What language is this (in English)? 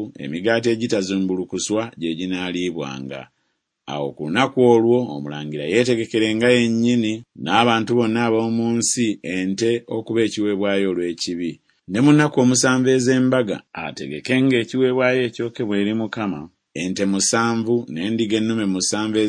Ganda